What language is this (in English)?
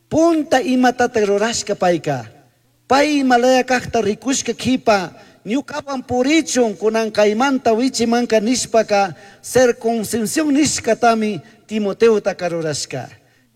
Chimborazo Highland Quichua